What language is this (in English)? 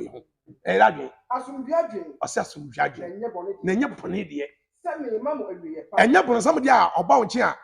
Akan